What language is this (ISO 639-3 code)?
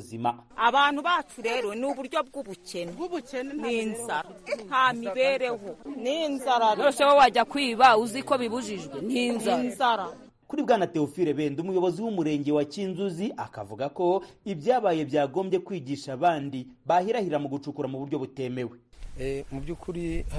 kin